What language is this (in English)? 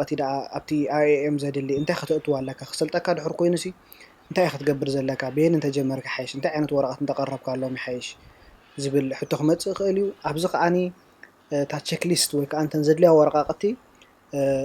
Tigrinya